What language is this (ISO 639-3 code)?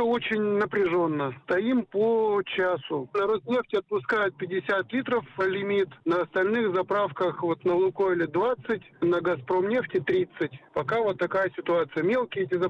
rus